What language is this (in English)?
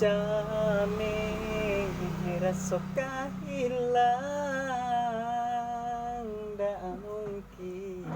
Minangkabau